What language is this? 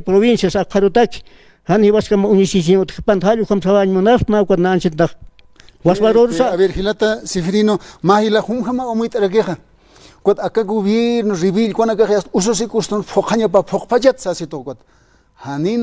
Aymara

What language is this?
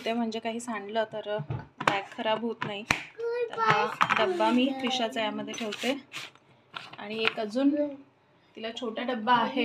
Marathi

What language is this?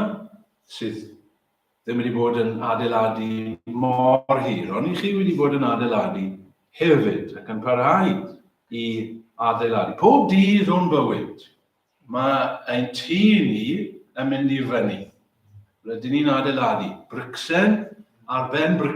Welsh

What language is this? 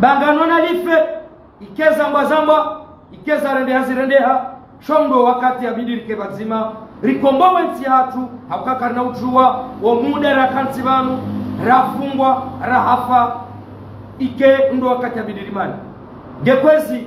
Ngazidja Comorian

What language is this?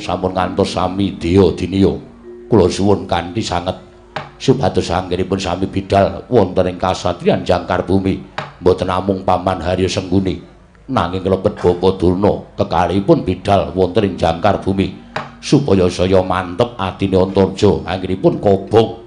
Javanese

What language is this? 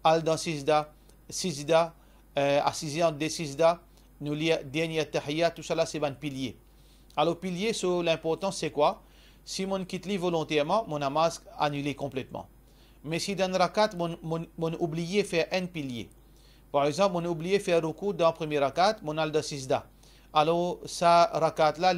Morisyen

